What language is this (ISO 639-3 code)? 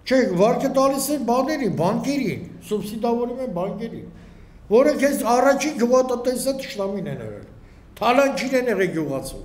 hye